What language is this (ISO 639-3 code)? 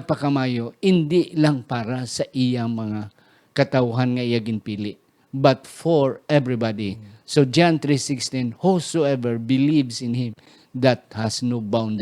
hil